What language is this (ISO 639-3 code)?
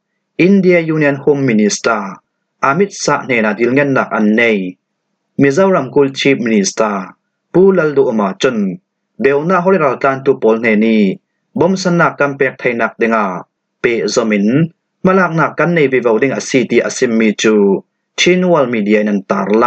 cfm